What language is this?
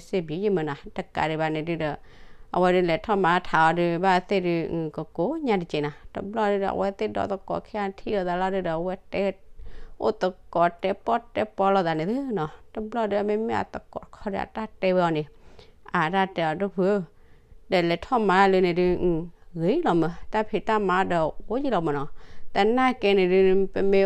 S'gaw Karen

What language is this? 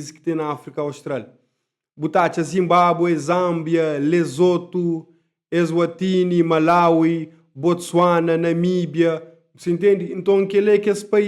Kabuverdianu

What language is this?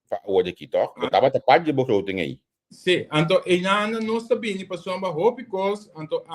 Papiamento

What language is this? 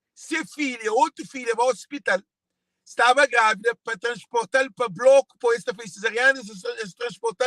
Kabuverdianu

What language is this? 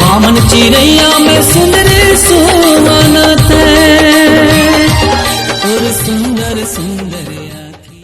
Chhattisgarhi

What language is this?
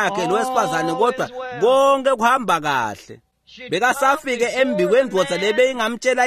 Swati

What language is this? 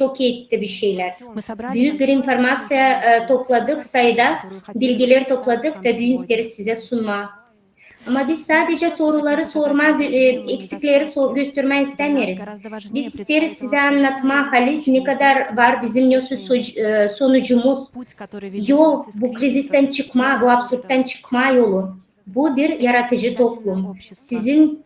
Gagauz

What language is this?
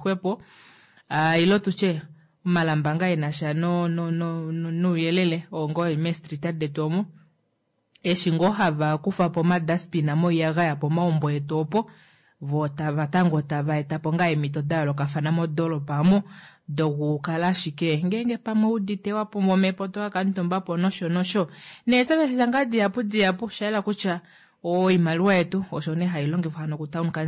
Kuanyama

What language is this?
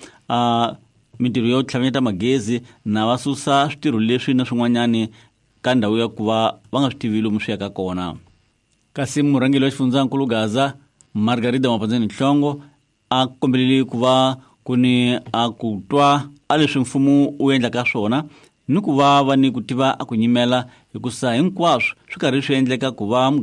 Tsonga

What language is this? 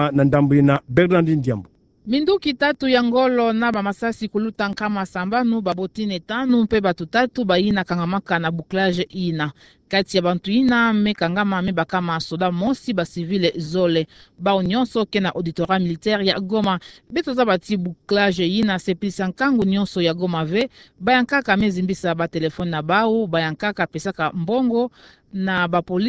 Kituba (Democratic Republic of Congo)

